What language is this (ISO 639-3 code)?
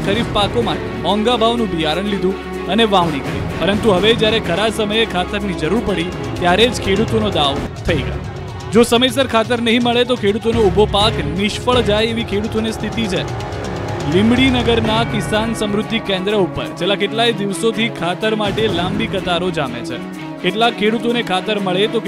guj